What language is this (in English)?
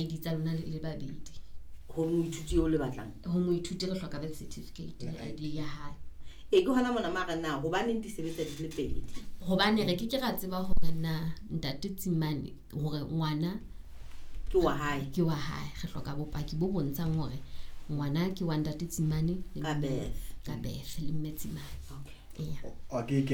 Southern Sotho